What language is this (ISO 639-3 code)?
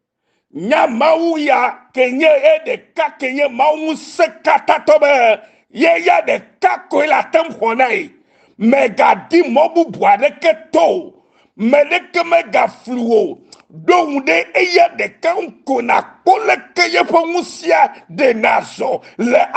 ewe